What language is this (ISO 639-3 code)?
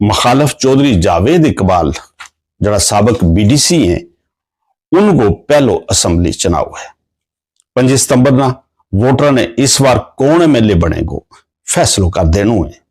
gju